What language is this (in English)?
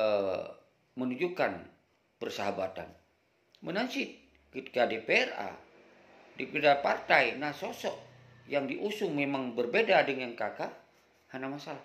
Achinese